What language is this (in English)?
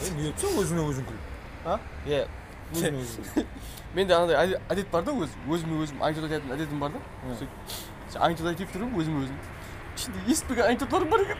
Kara-Kalpak